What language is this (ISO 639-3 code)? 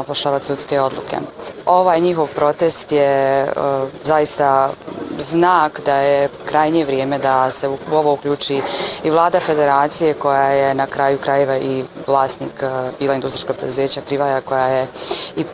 bos